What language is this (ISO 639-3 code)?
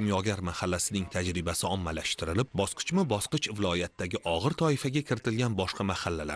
uzb